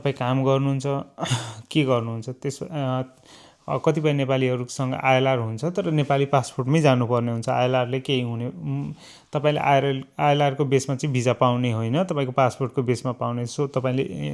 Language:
Nepali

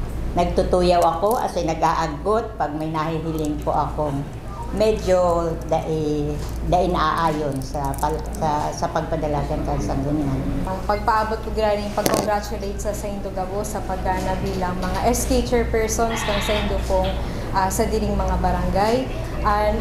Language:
Bikol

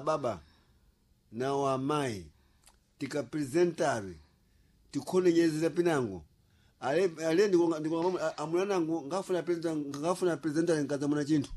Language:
Sena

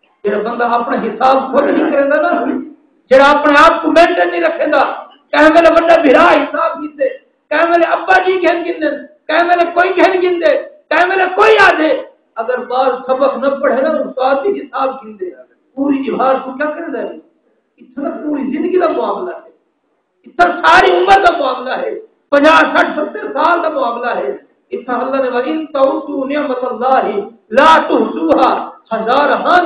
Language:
Saraiki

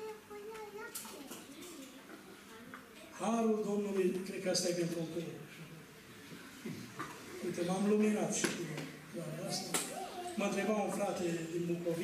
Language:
Romanian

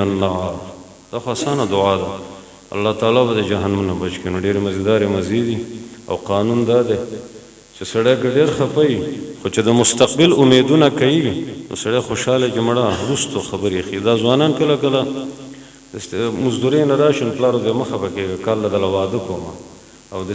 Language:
Pashto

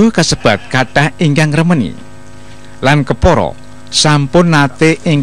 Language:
Javanese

